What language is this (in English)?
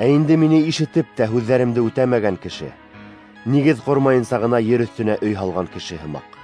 Bashkir